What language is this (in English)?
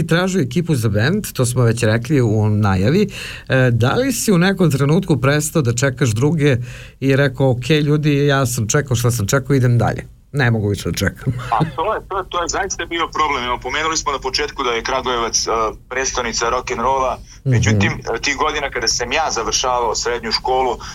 Serbian